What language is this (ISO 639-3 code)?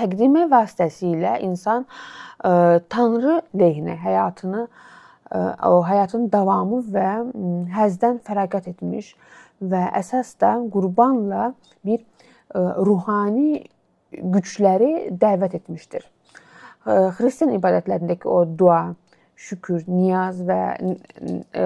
aze